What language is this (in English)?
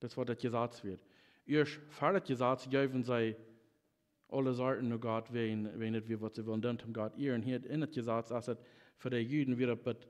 Plautdietsch